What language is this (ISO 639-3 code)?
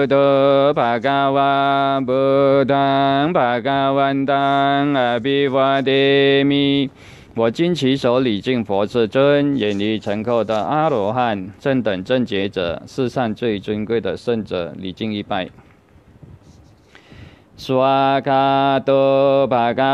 zho